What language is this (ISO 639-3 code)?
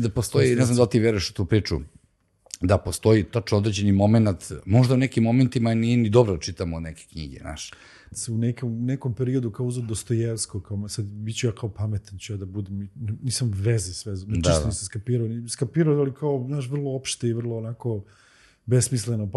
srp